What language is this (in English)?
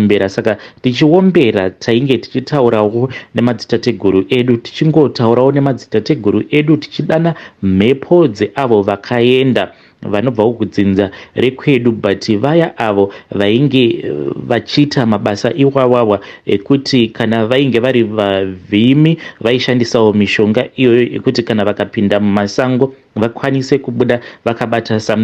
Shona